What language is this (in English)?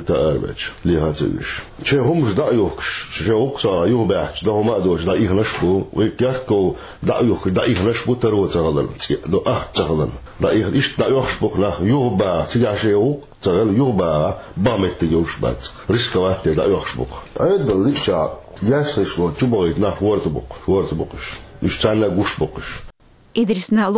Chechen